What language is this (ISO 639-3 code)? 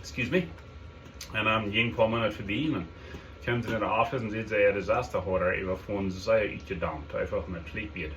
pdt